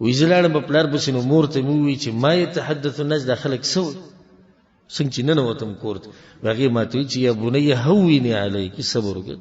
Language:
Pashto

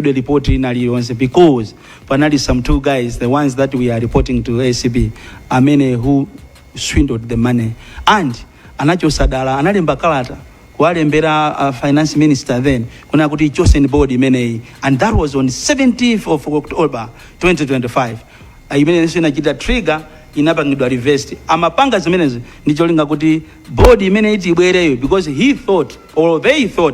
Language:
Nyanja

